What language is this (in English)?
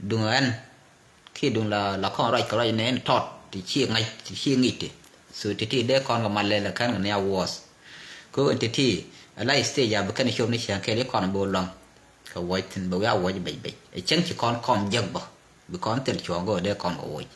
Nuer